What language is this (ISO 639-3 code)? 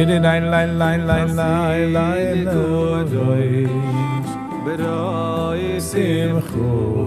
yid